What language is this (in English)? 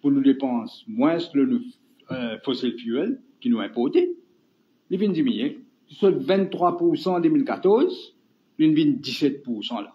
Morisyen